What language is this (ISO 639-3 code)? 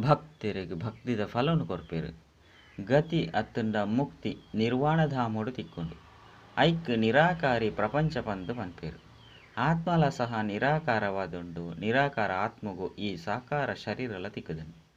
tcy